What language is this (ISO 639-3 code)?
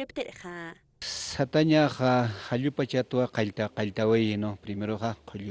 aym